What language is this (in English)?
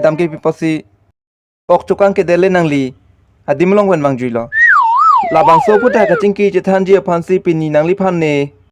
Karbi